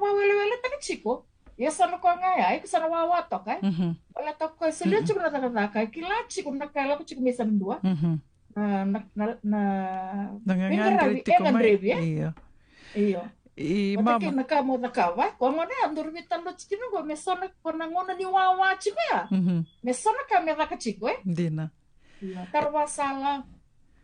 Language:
Fijian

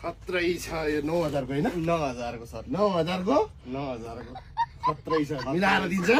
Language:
Nepali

